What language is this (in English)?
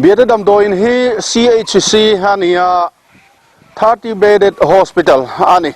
Mizo